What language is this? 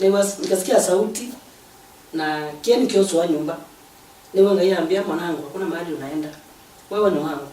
Kamba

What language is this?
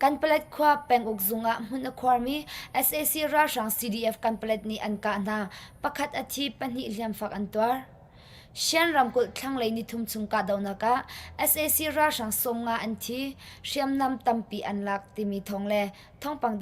Hakha Chin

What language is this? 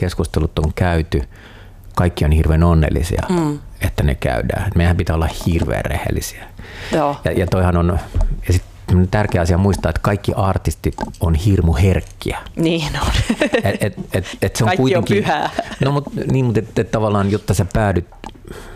Finnish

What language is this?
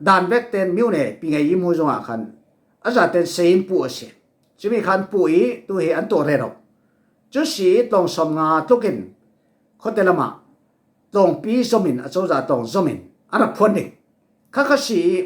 Falam Chin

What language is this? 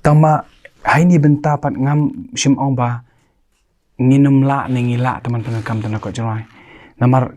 Khasi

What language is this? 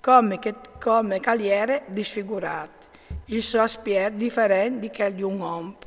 Friulian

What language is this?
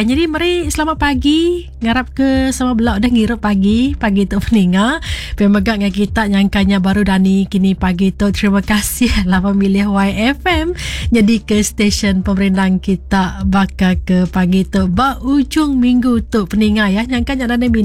Iban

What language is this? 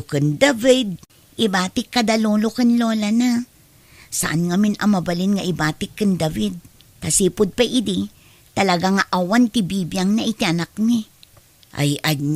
Iloko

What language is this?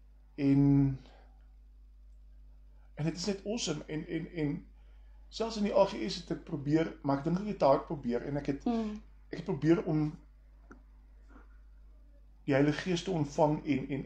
Afrikaans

